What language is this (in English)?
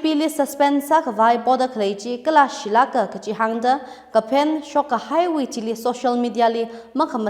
Tangkhul Naga (India)